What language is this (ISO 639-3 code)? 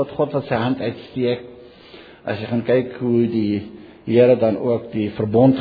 afr